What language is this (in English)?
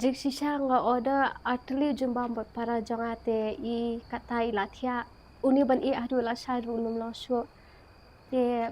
Khasi